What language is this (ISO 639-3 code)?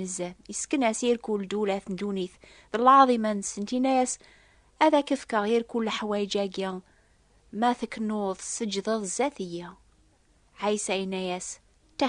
kab